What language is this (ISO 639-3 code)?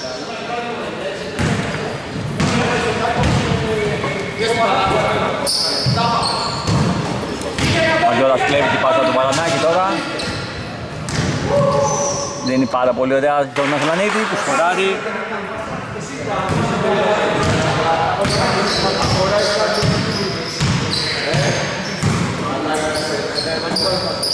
ell